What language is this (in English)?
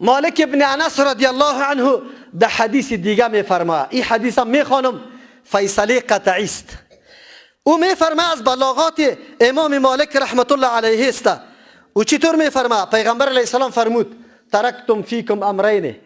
Persian